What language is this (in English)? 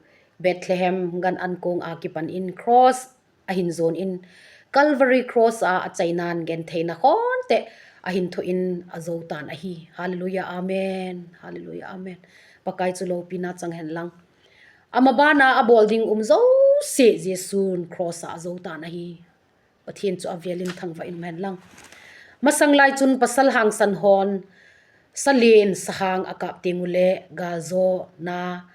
Thado Chin